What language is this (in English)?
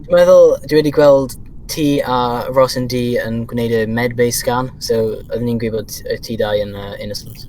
Welsh